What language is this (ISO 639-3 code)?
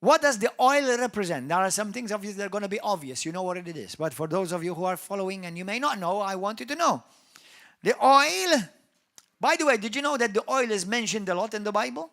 eng